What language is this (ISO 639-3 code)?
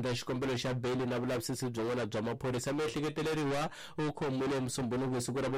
tso